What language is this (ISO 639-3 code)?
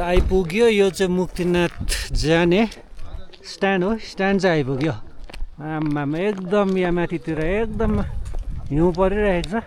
nep